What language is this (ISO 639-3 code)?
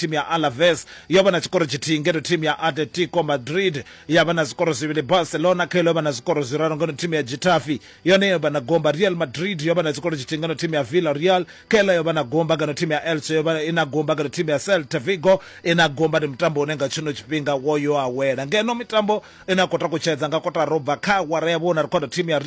ven